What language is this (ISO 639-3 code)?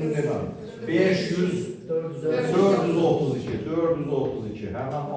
aze